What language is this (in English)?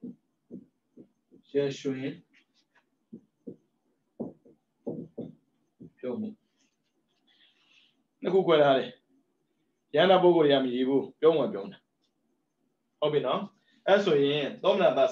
Burmese